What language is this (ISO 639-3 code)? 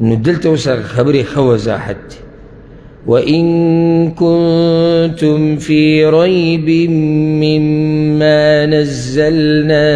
pus